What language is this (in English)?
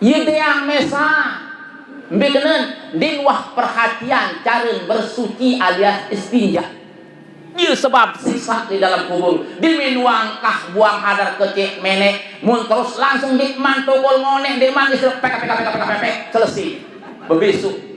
Sasak